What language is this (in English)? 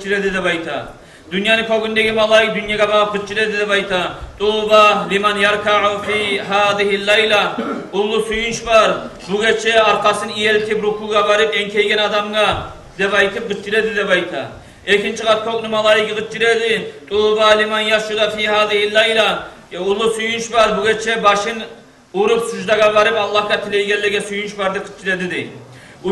Kumyk